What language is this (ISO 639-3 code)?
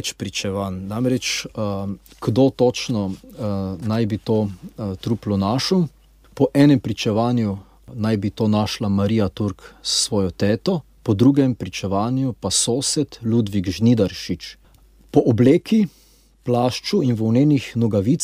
slv